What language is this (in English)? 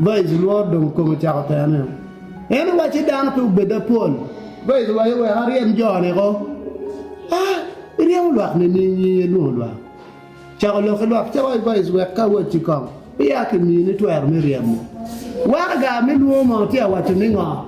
Acoli